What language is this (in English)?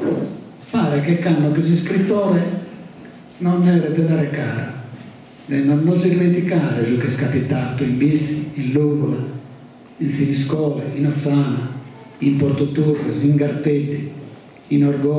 Sardinian